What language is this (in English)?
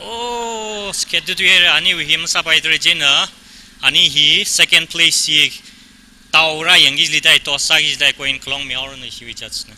Tangkhul Naga (India)